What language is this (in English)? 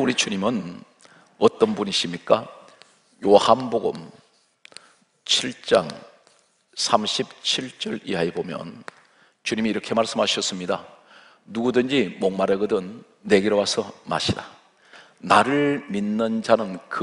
Korean